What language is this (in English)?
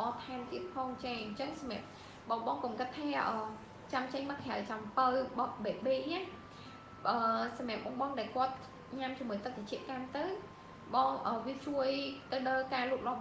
Khmer